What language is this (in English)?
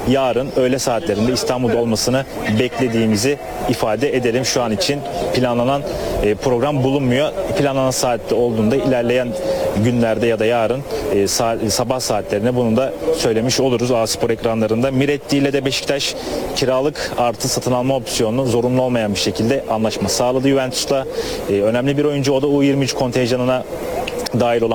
Turkish